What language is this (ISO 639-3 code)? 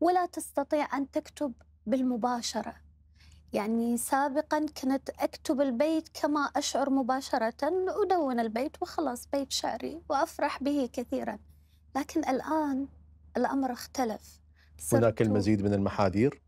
acm